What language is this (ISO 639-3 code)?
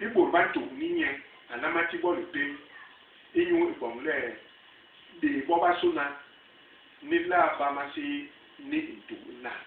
bas